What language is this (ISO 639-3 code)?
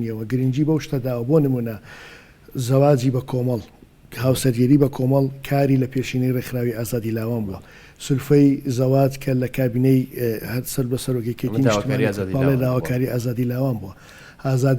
ckb